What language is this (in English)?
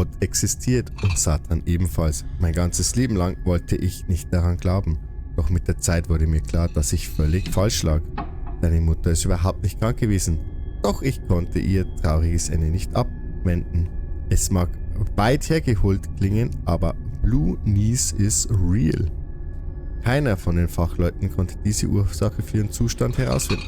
Bavarian